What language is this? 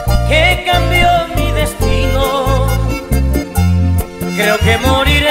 Spanish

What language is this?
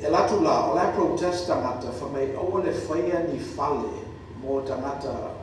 Samoan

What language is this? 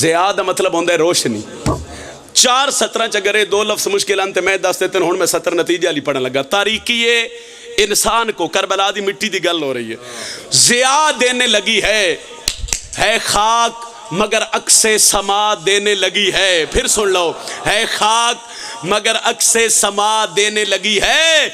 Pahari-Potwari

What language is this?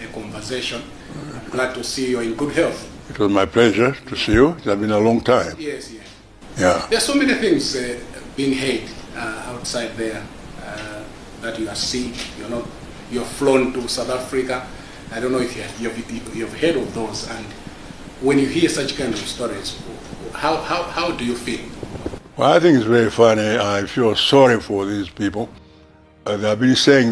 Nyanja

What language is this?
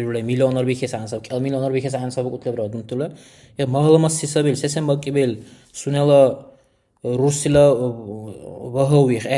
Dargwa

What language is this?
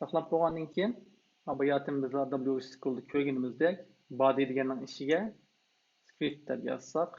Uyghur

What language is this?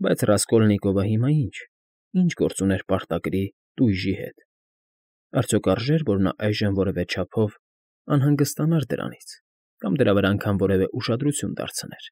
Armenian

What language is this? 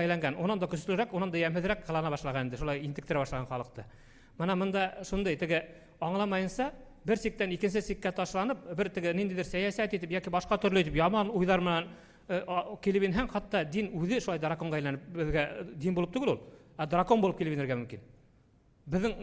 Bashkir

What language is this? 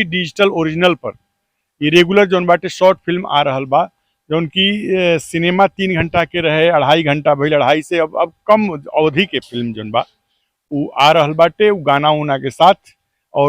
Bhojpuri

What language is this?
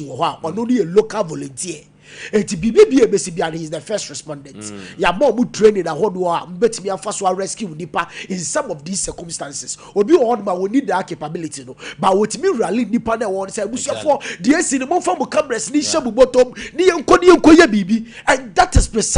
Akan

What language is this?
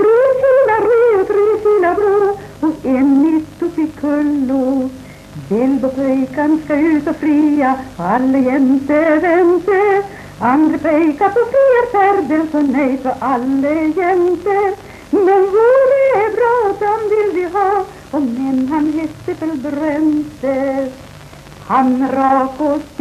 Swedish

